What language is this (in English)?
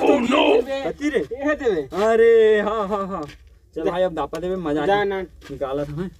Chhattisgarhi